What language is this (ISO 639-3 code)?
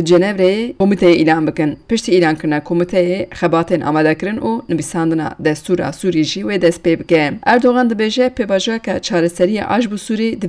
kur